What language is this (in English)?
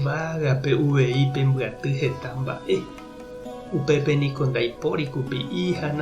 Guarani